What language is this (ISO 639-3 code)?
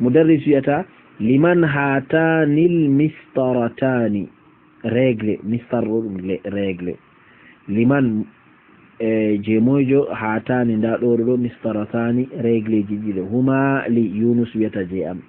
ful